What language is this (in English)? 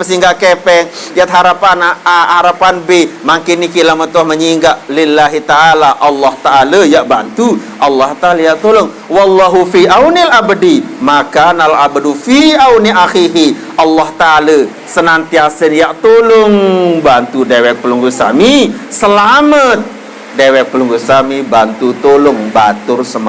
Sasak